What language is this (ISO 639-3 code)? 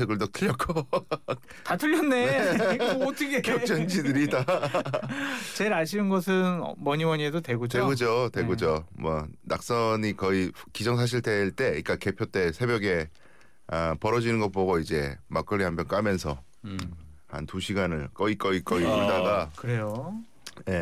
kor